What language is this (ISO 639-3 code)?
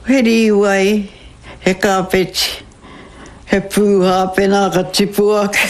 mri